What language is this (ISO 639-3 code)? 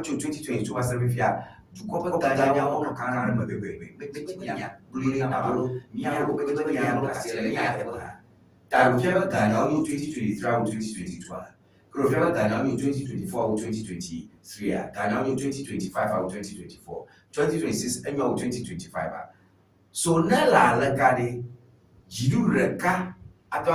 ewe